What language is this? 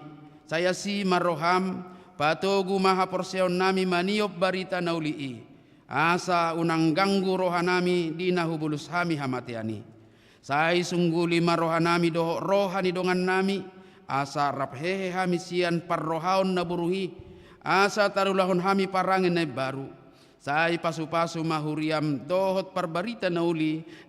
Batak Toba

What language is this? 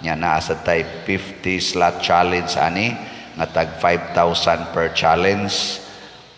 Cebuano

